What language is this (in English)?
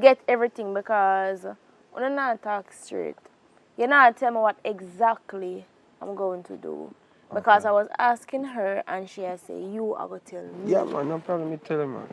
Jamaican Creole English